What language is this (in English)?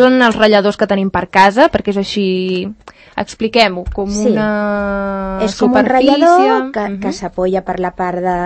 Catalan